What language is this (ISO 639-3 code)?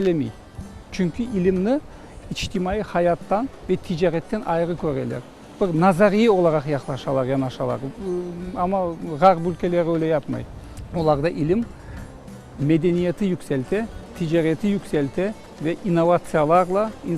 crh